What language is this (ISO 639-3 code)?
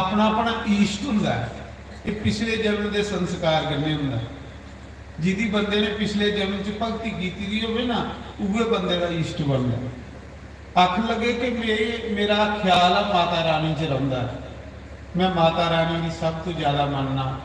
doi